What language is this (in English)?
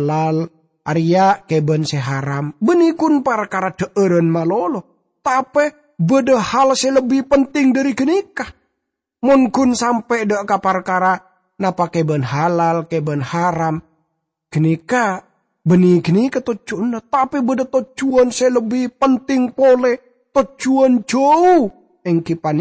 Madurese